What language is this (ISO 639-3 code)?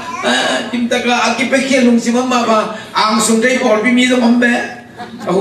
ctd